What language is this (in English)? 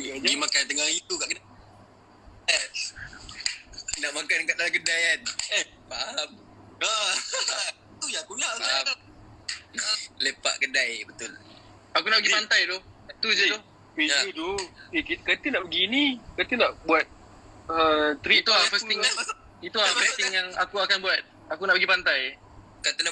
Malay